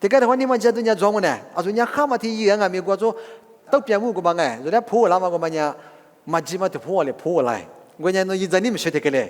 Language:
Lisu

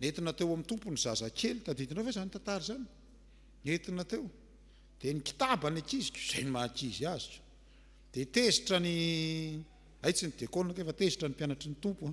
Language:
Malagasy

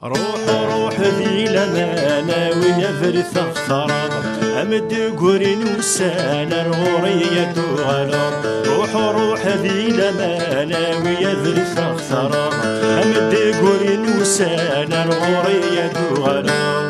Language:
Kabyle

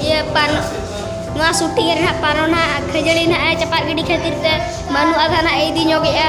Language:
Santali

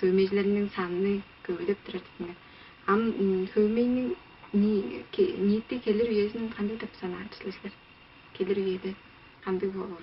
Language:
Tuvinian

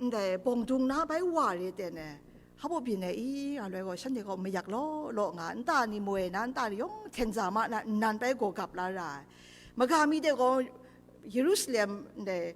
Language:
Kachin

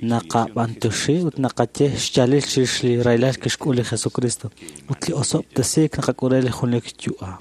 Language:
Kekchí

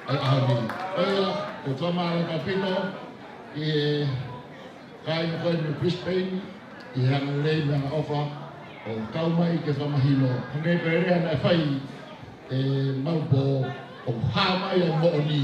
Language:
Tongan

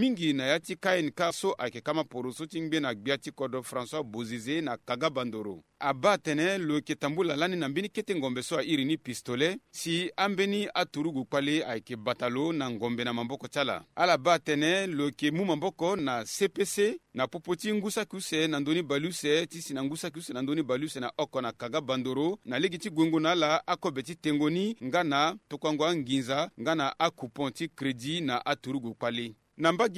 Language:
Sango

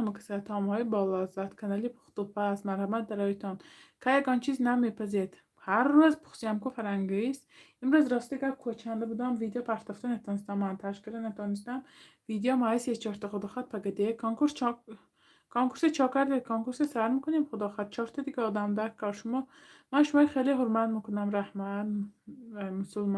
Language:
Tajik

